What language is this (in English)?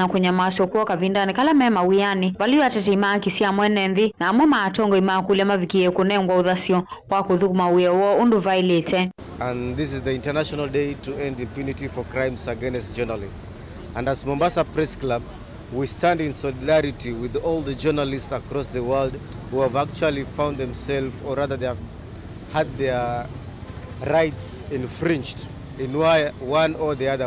Kamba